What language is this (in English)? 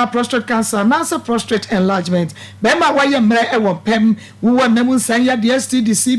Akan